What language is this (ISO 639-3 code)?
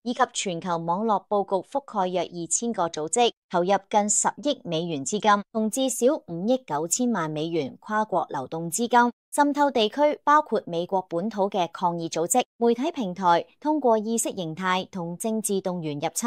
yue